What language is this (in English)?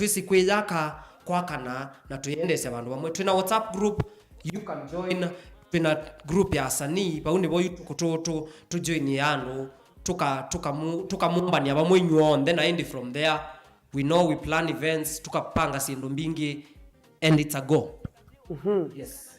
Kamba